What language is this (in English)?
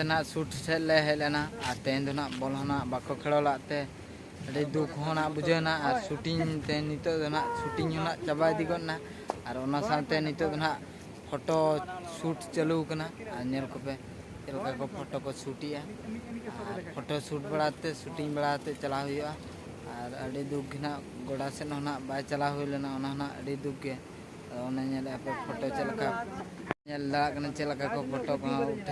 Santali